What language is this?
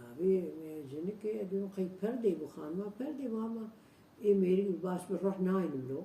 Kurdish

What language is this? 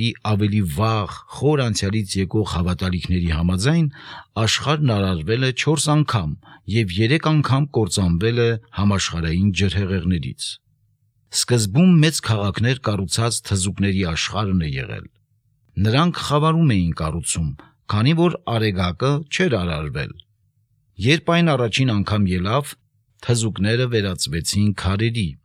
Armenian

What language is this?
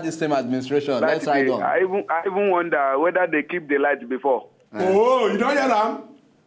Nigerian Pidgin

